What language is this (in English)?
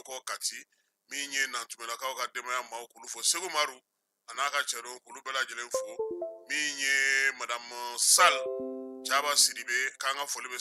Bambara